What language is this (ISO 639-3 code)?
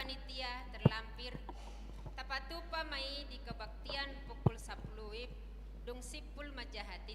bbc